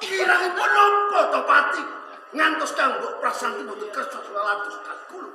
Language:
Javanese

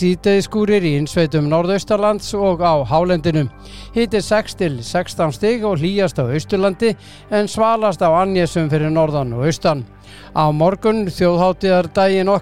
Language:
Icelandic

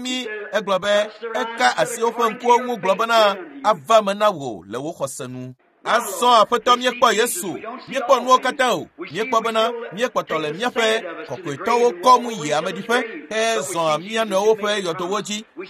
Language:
Ewe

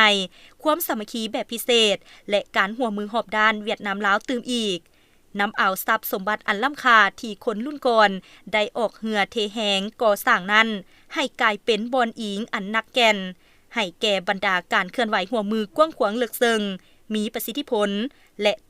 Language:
Lao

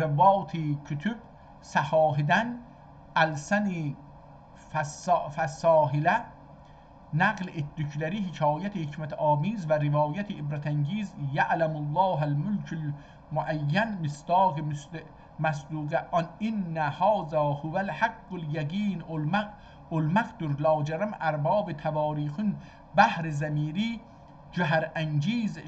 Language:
South Azerbaijani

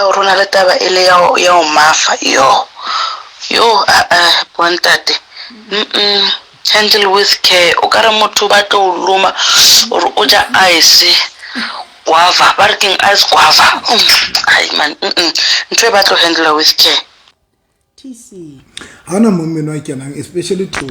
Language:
Southern Sotho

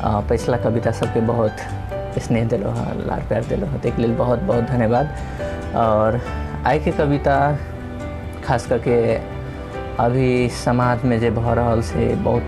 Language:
Maithili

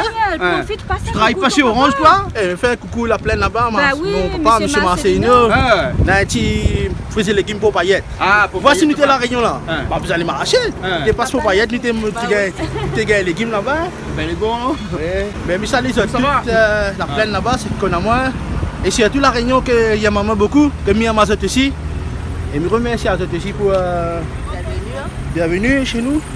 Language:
Réunion Creole French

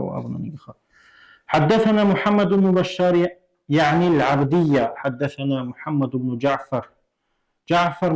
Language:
Avaric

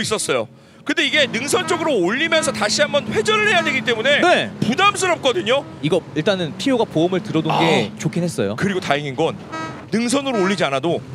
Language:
Korean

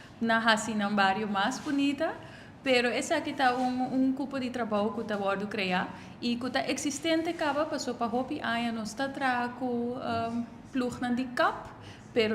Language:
Papiamento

